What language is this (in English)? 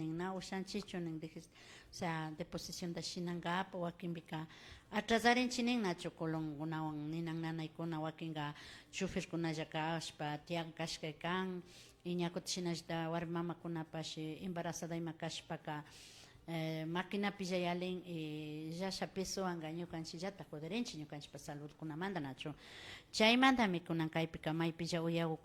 Imbabura Highland Quichua